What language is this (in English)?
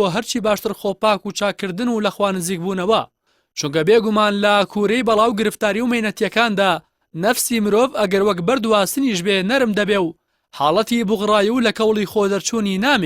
Central Kurdish